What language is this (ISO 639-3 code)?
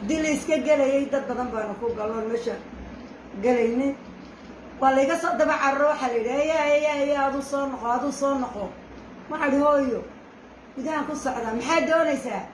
som